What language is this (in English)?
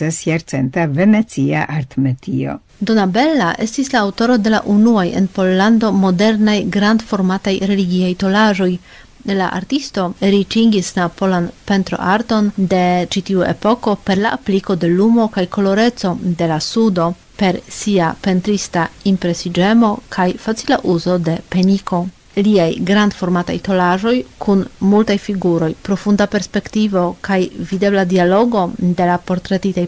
Esperanto